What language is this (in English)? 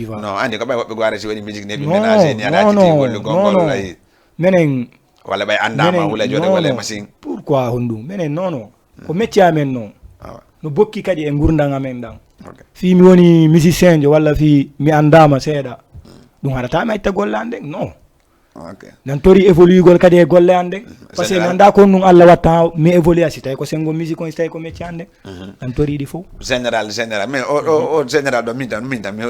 Fula